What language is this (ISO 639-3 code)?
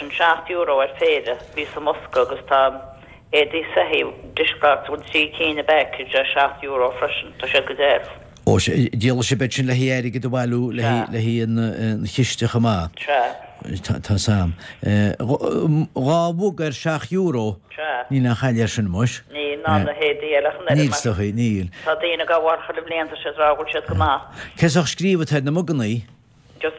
gle